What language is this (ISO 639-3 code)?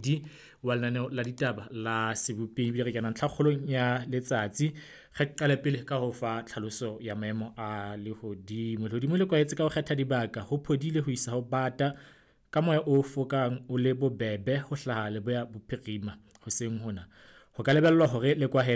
sot